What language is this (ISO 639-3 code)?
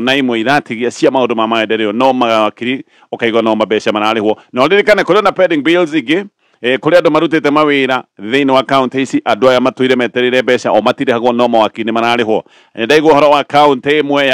kik